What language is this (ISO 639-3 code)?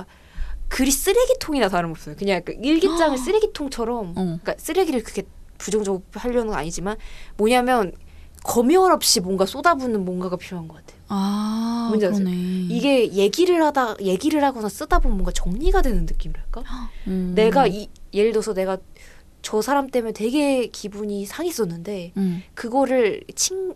kor